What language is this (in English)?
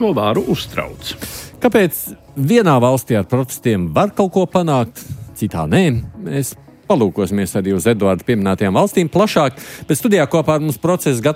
Latvian